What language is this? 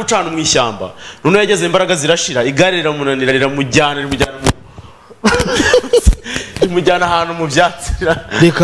Kinyarwanda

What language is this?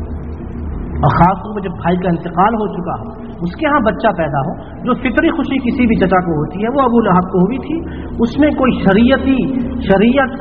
Urdu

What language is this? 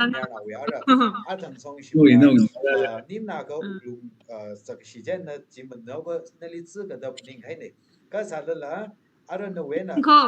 Tangkhul Naga (India)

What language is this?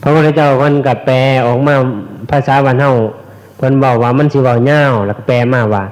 Northeastern Thai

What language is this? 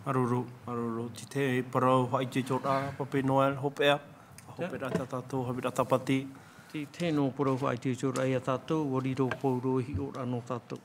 Tahitian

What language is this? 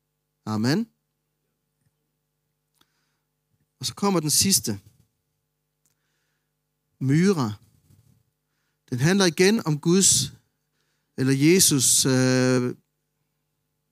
Danish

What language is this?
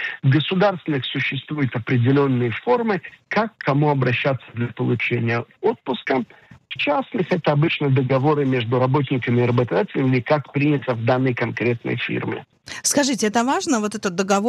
Russian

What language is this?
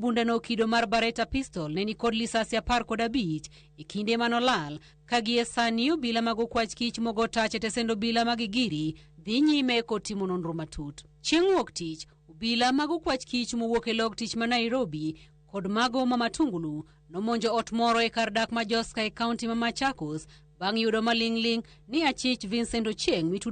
Luo (Kenya and Tanzania)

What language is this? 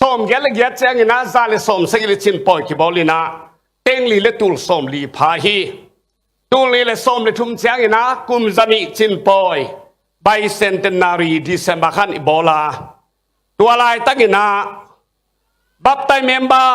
Tedim Chin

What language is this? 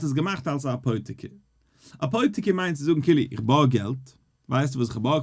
Yiddish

